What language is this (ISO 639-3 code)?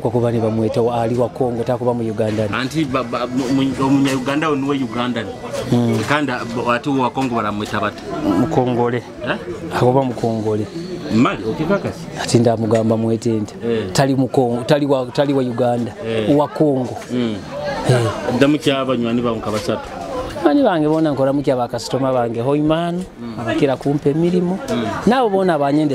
nyo